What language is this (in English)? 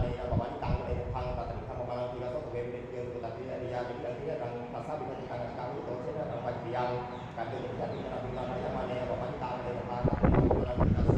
Pali